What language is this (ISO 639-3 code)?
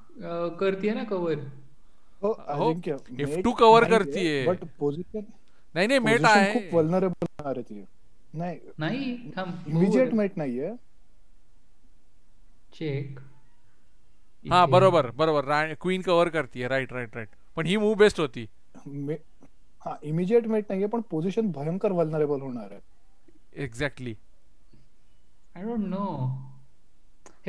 mar